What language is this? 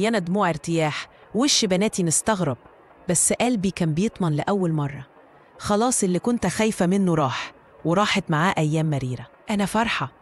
Egyptian Arabic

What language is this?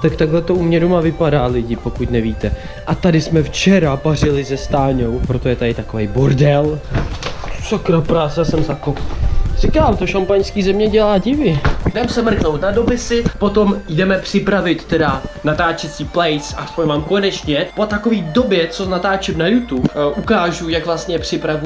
Czech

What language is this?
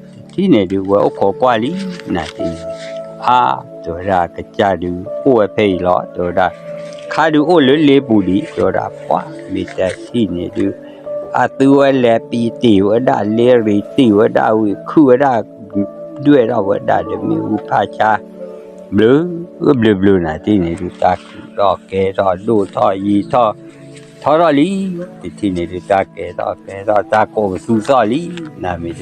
S'gaw Karen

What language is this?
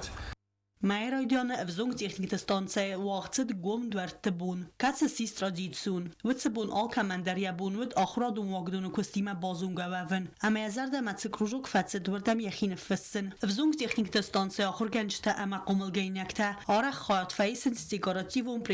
Ossetic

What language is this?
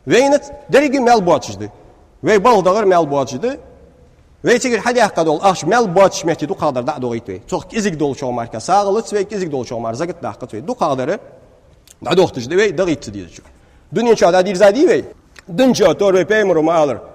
Ingush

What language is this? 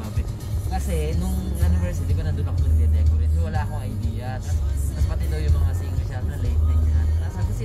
Filipino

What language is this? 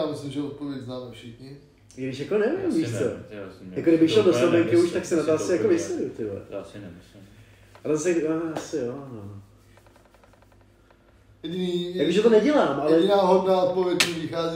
Czech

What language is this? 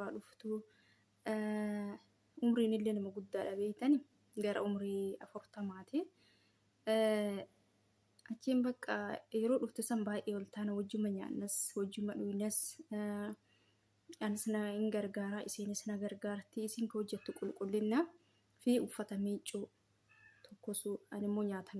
Oromo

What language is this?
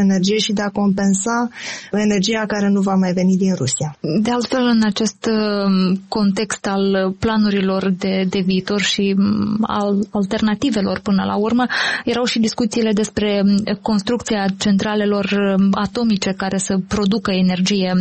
Romanian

